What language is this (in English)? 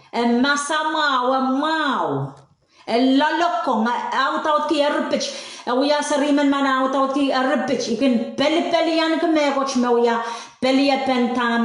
Pohnpeian